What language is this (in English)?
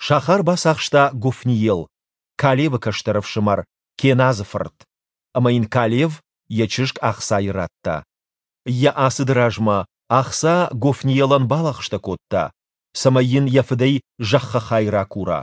Ossetic